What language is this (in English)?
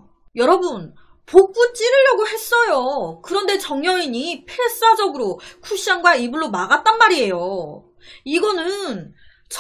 Korean